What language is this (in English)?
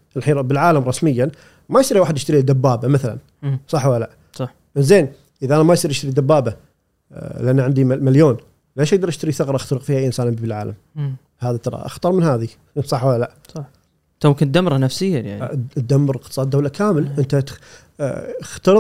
Gulf Arabic